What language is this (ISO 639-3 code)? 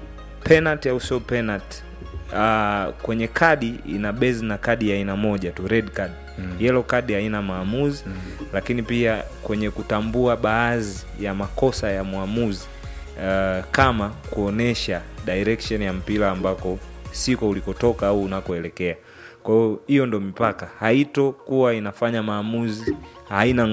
swa